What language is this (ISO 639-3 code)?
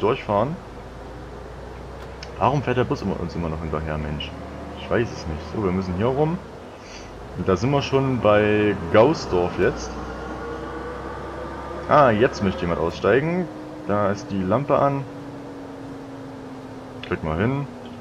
deu